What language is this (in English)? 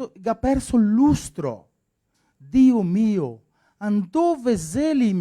Venetian